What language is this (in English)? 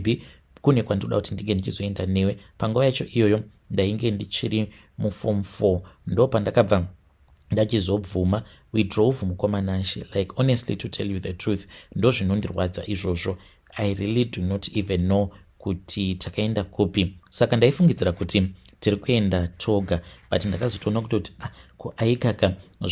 Shona